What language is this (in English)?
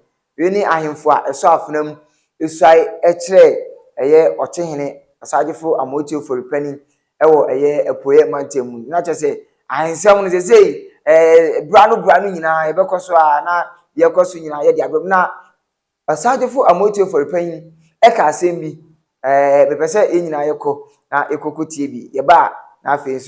Akan